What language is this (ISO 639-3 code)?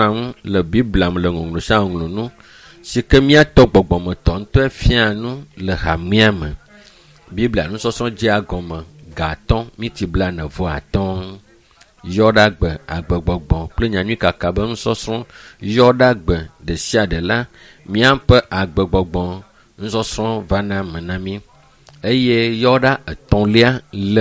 ewe